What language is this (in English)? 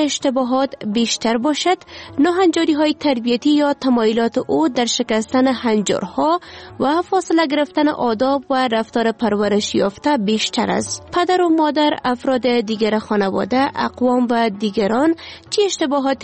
Persian